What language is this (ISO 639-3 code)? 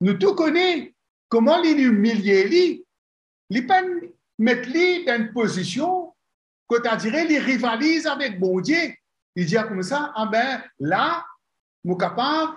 mfe